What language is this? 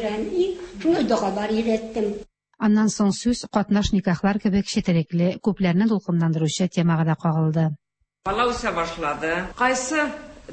Tatar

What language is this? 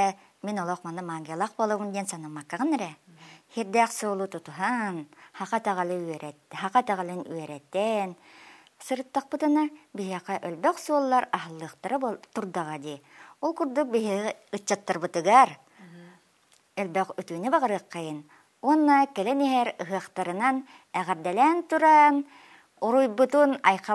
Yakut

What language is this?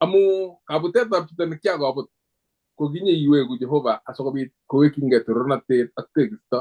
Kalenjin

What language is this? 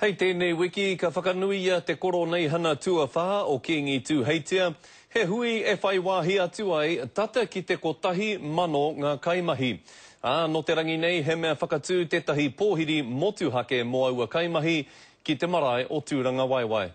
Māori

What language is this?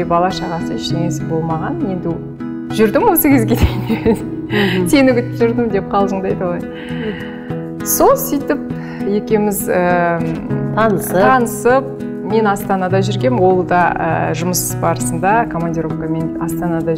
Kazakh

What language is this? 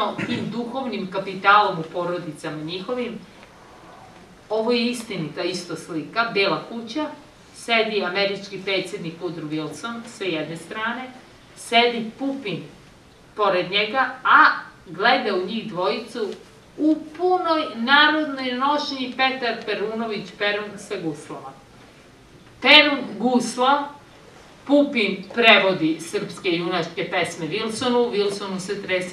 Serbian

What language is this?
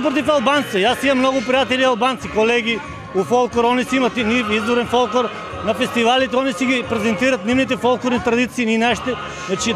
Macedonian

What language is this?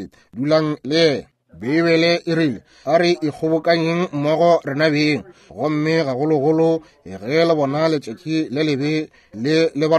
Northern Sotho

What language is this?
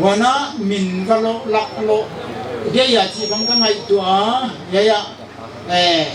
Paite Chin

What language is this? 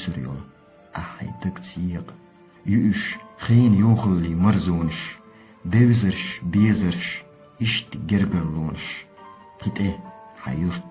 Chechen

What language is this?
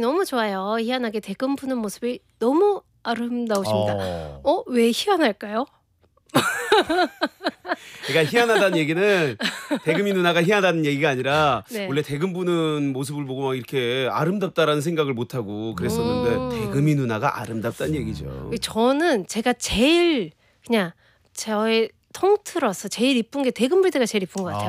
Korean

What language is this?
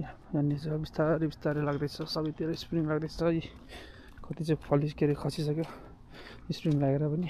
Nepali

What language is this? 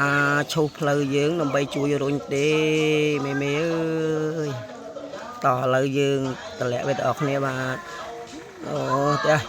Khmer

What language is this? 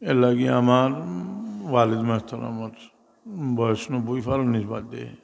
Sylheti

